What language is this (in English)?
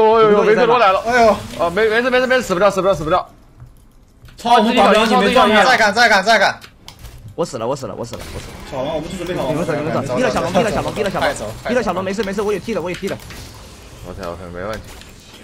Chinese